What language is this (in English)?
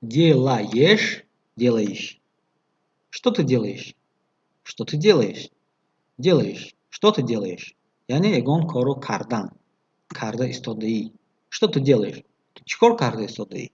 Tajik